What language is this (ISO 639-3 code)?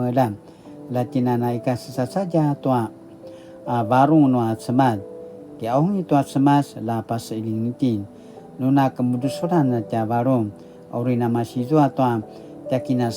pwn